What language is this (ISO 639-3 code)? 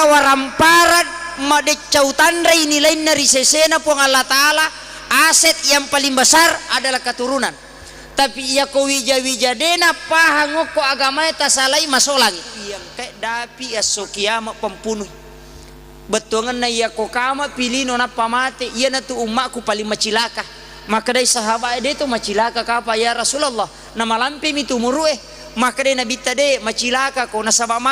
bug